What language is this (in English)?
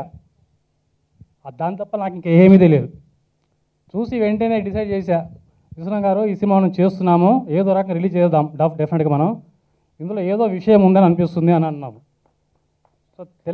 Telugu